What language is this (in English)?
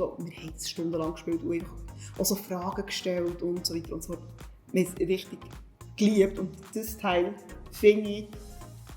Swiss German